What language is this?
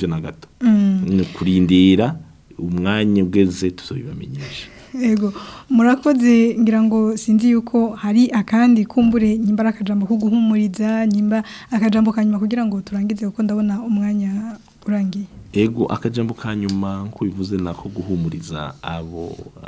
Rundi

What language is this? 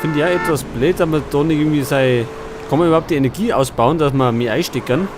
Bavarian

